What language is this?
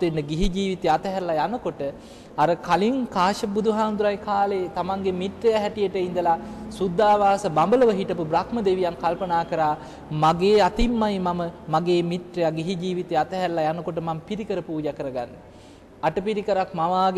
Sinhala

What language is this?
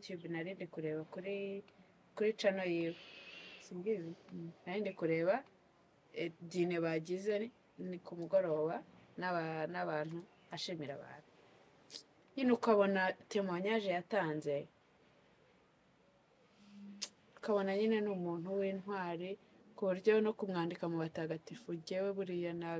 Kinyarwanda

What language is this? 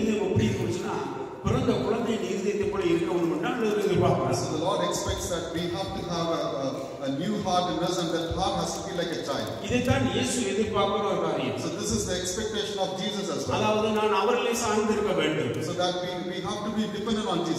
Tamil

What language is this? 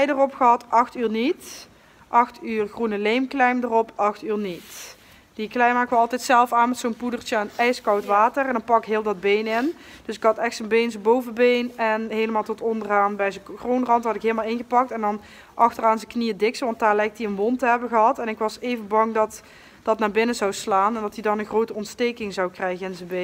Dutch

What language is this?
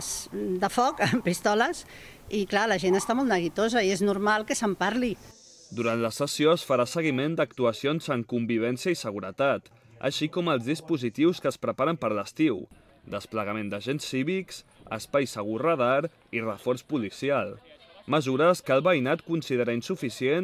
Catalan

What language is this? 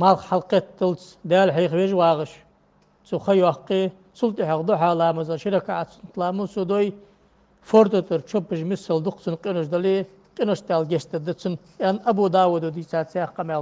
Ingush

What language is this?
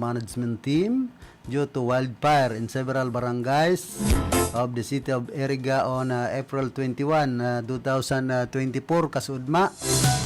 Bikol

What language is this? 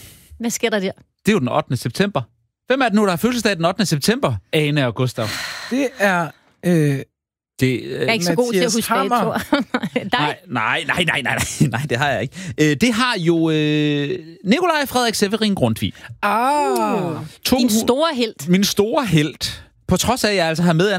Danish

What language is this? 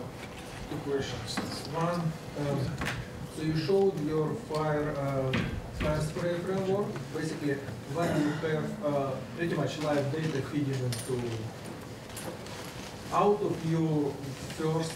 English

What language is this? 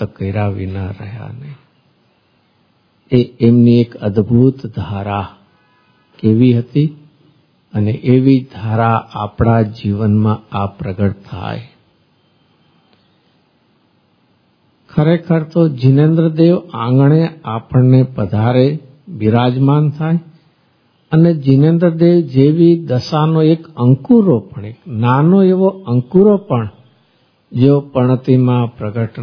Gujarati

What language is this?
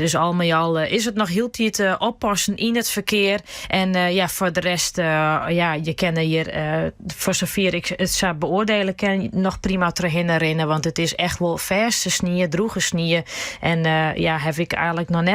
Western Frisian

